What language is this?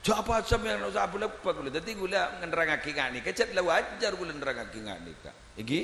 Madurese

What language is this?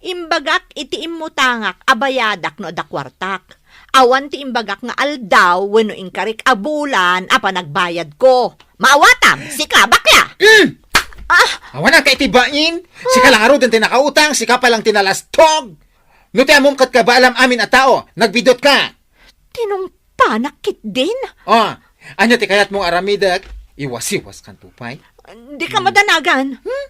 Iloko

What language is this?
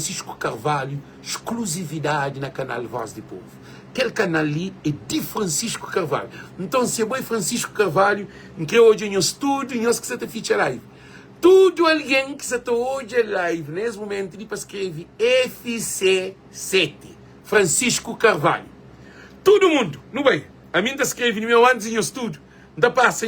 Kabuverdianu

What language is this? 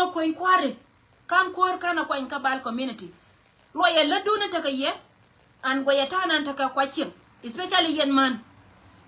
Nuer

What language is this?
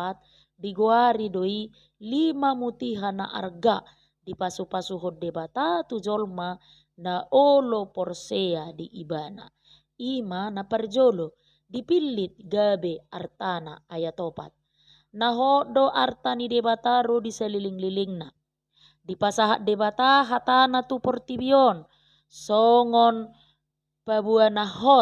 Batak Toba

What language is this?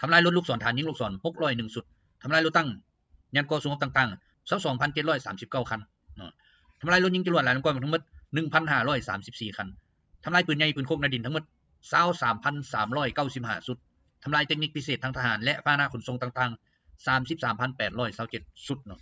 Lao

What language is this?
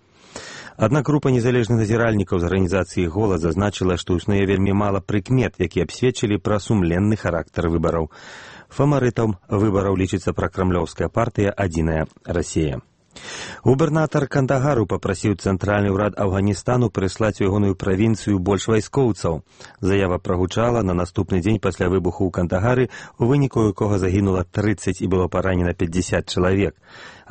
Belarusian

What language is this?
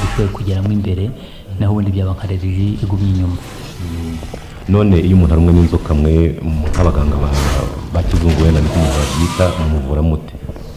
Kinyarwanda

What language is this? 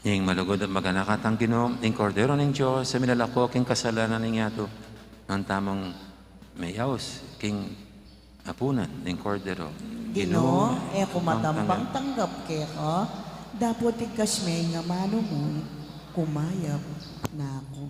Pampanga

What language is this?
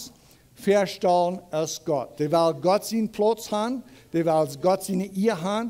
Plautdietsch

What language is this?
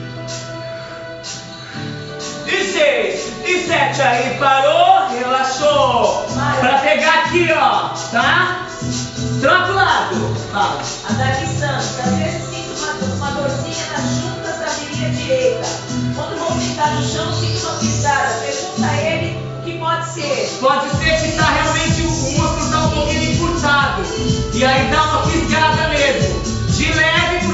Portuguese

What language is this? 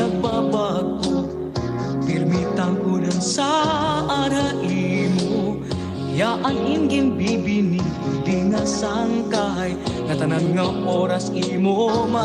Waray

